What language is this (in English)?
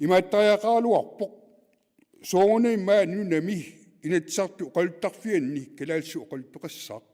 Kalaallisut